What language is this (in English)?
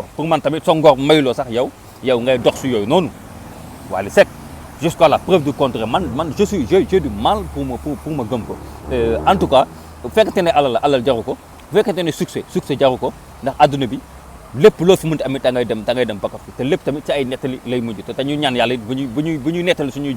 Wolof